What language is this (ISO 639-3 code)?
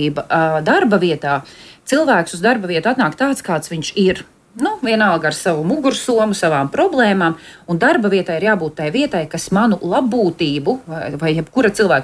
lav